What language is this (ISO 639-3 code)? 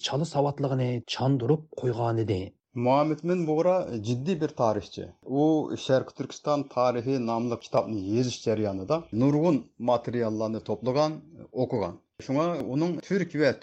uig